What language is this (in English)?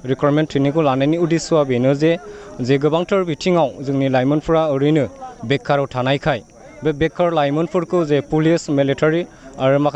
Bodo